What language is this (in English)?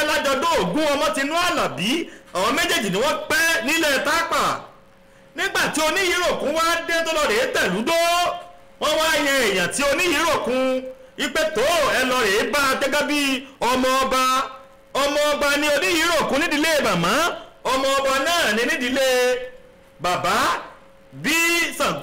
Yoruba